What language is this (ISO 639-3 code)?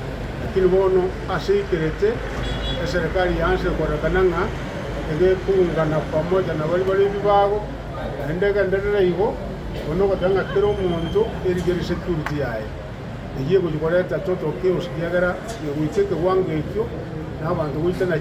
guz